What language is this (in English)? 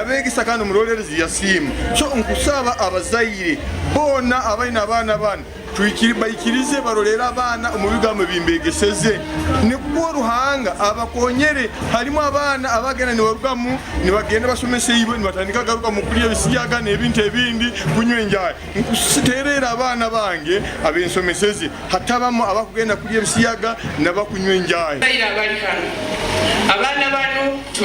Nyankole